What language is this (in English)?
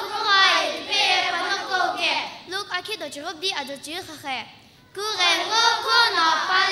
Sumi Naga